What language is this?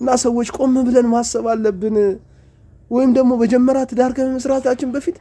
Amharic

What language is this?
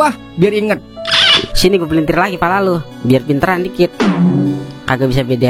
Betawi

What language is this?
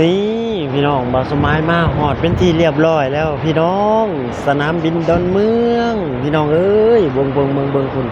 Lao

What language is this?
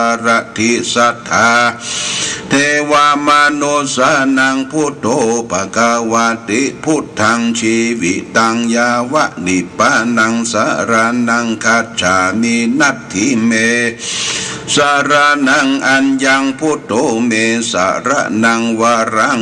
Pali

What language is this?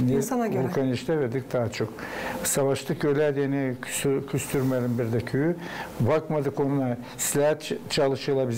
Gagauz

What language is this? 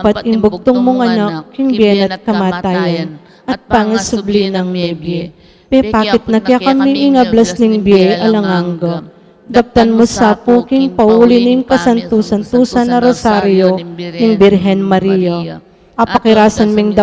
Pampanga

